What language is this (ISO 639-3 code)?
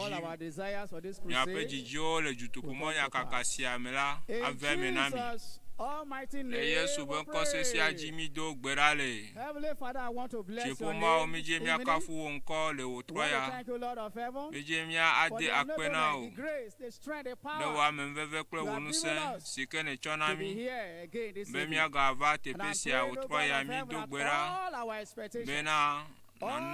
ewe